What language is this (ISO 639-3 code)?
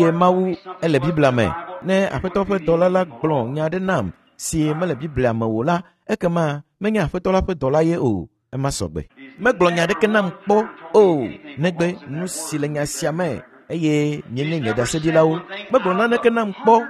ewe